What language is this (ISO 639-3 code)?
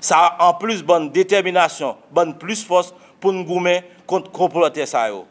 hat